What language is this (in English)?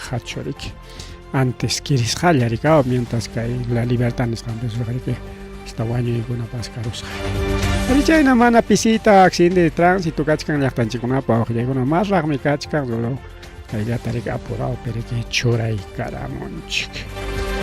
Ayacucho Quechua